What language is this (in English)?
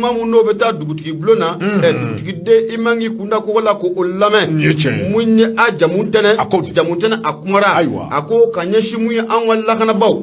Bambara